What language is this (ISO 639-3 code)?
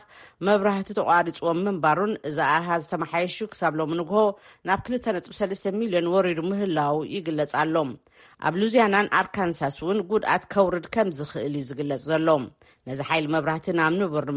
tir